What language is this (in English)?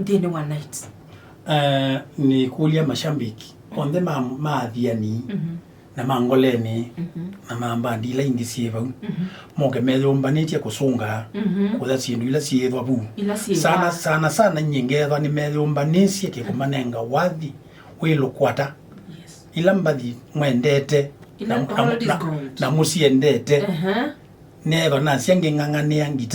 Kamba